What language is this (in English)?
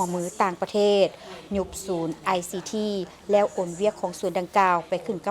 Lao